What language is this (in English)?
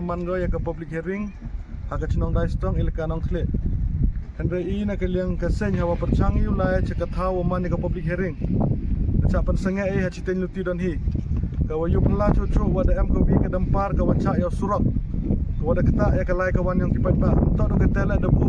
Khasi